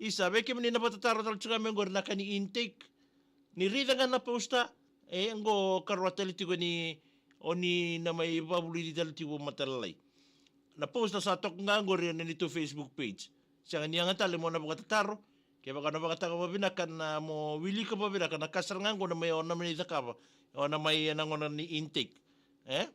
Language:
Fijian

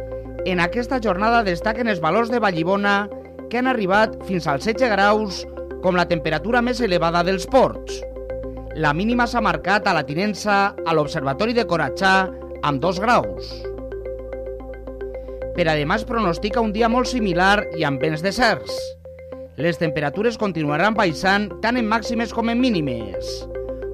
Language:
Catalan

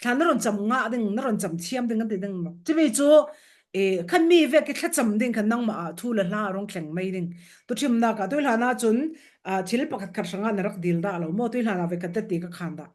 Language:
Falam Chin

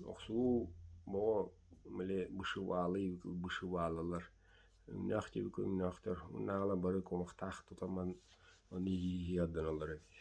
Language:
Yakut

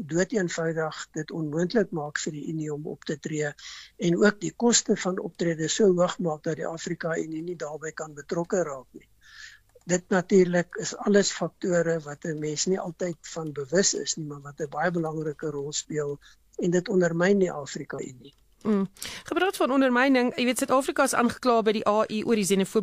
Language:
Afrikaans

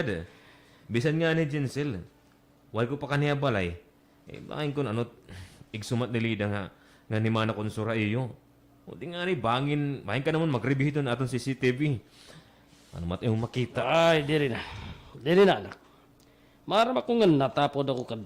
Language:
Waray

